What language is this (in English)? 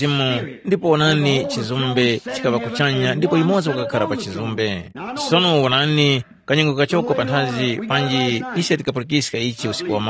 Tumbuka